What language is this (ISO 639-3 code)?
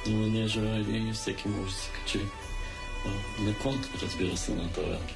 bul